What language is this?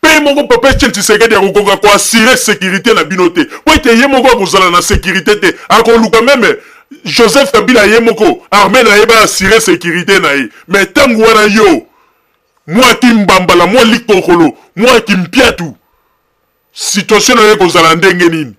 Lingala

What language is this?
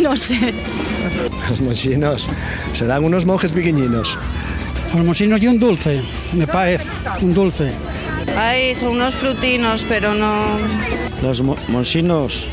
Asturian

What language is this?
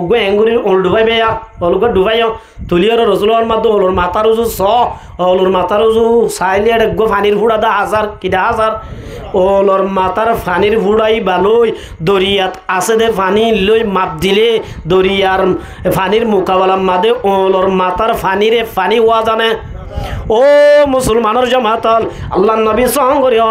Rohingya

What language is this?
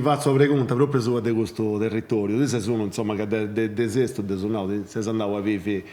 Sardinian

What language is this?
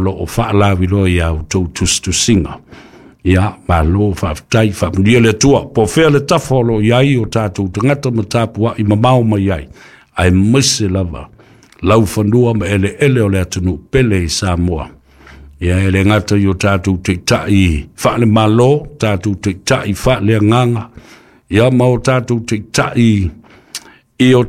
Samoan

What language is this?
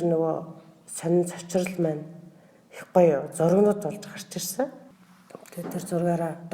Mongolian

